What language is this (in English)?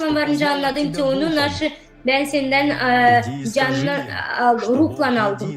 Gagauz